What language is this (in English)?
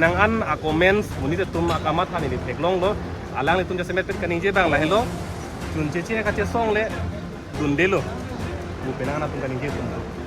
Karbi